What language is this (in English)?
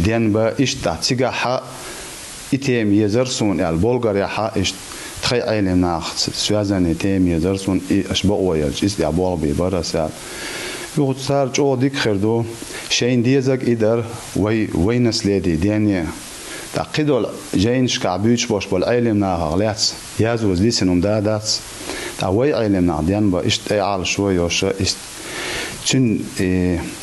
Chechen